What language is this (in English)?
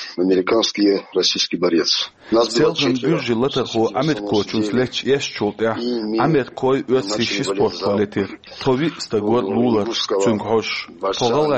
Chechen